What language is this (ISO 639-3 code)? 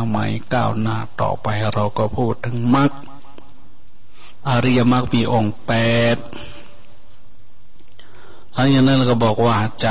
tha